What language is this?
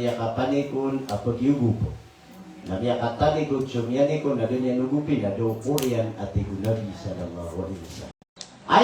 Maranao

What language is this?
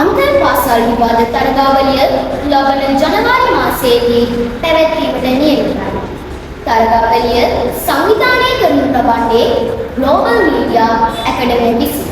Sinhala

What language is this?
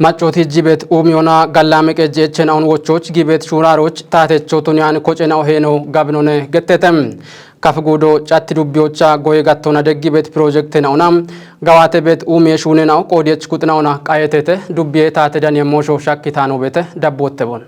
Kafa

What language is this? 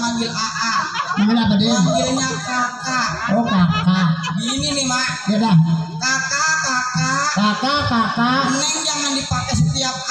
Betawi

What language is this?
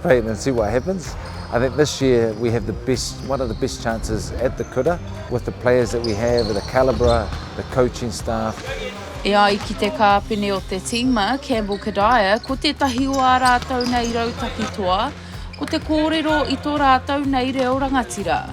Māori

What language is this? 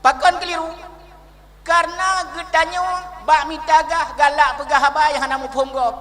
Achinese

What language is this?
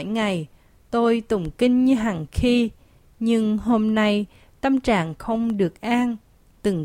Vietnamese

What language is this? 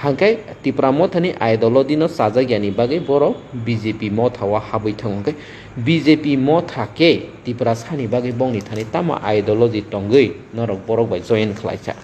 Kok Borok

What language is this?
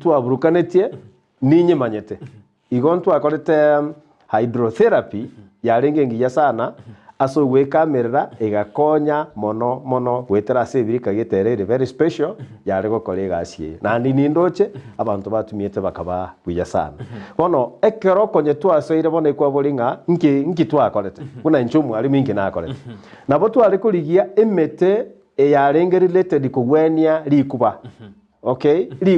Gusii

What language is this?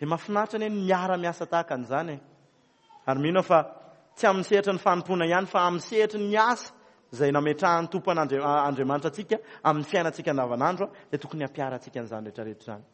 Malagasy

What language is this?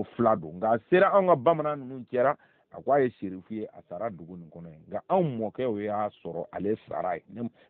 Bambara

